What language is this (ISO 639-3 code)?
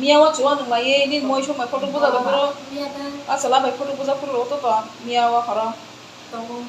ria